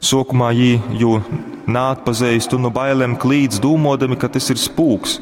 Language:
Latgalian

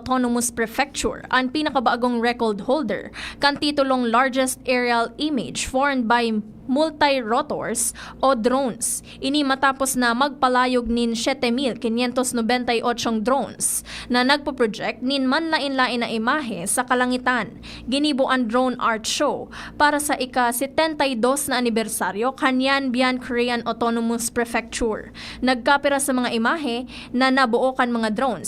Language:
Bikol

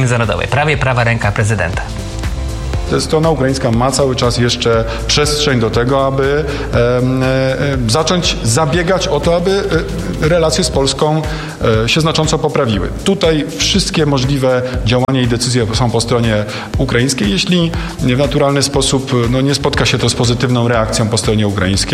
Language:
Polish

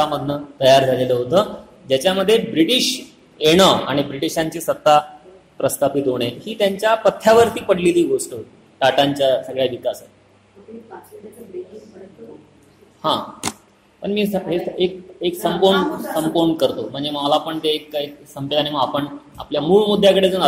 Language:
Marathi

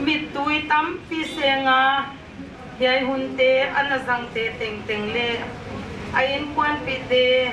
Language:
Paite Chin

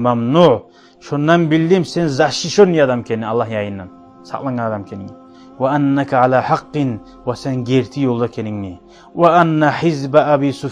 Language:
Kumyk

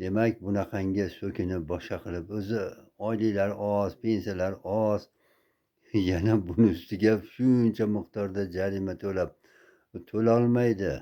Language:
Uzbek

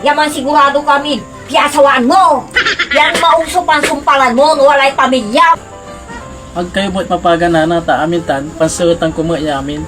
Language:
Pangasinan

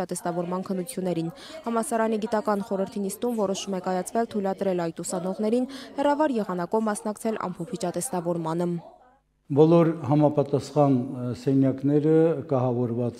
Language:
Armenian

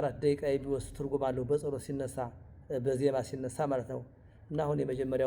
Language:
Amharic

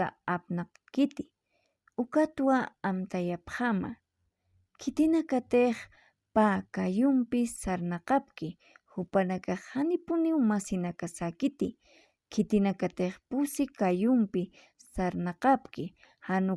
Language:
Aymara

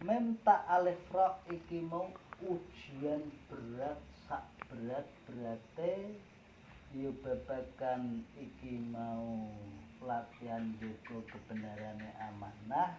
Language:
Javanese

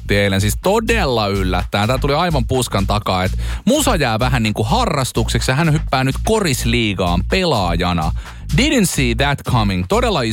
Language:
Finnish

